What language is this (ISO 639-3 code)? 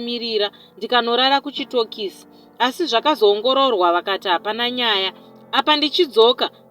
sna